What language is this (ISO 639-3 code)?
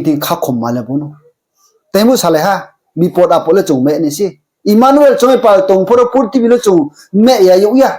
ria